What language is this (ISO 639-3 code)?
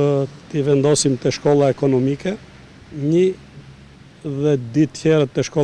sqi